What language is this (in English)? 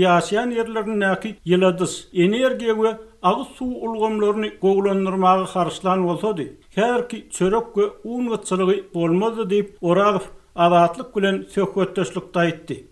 Turkmen